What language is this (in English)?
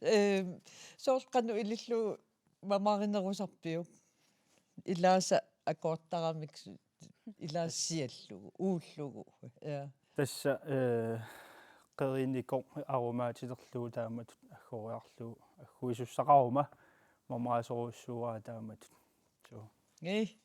Kalaallisut